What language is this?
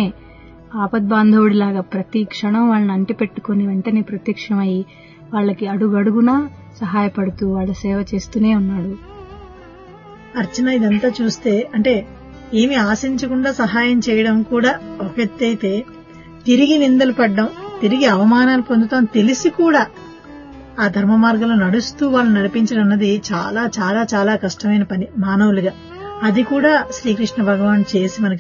Telugu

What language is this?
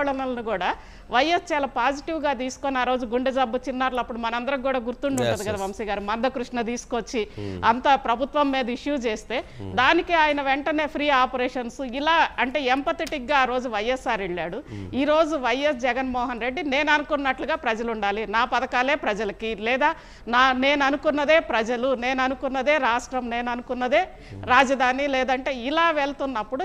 Telugu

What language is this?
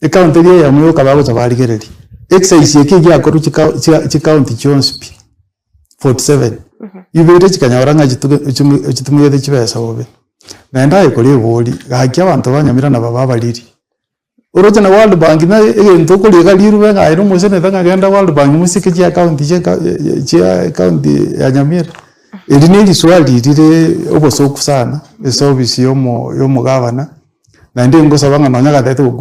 Gusii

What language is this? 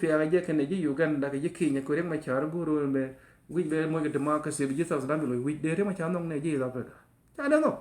Nuer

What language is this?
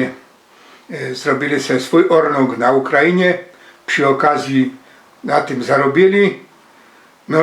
Silesian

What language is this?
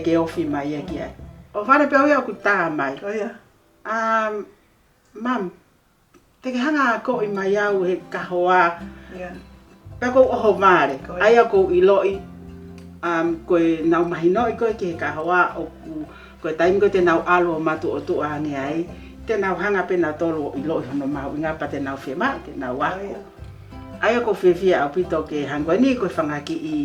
Tongan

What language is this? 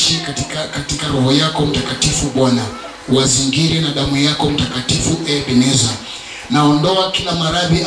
Swahili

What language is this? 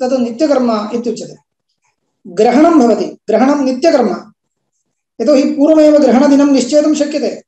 Sanskrit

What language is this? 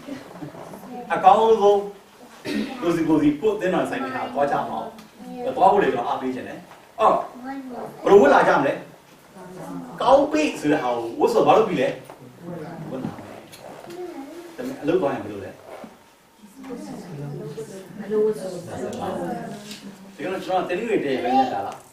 Burmese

